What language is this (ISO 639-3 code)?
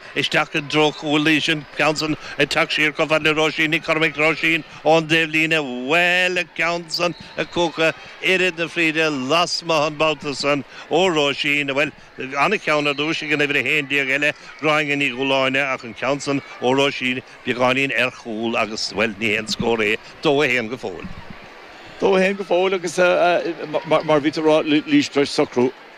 gle